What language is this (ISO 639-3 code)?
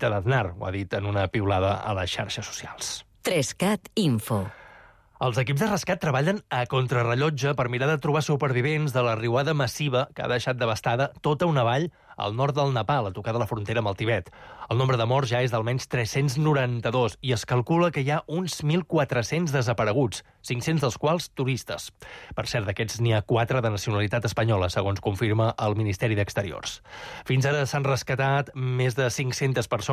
cat